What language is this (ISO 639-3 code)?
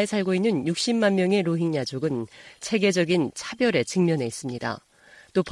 kor